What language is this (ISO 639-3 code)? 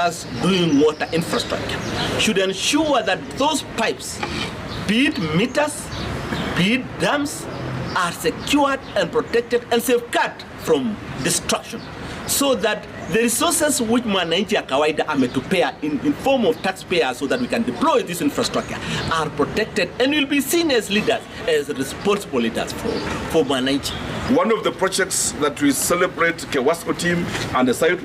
guz